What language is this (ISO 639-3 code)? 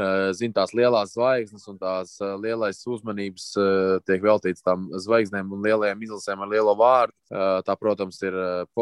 lav